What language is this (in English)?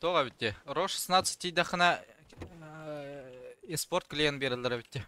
Yakut